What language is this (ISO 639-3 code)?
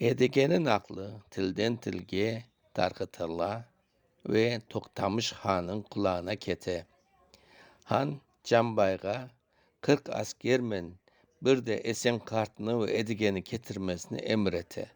crh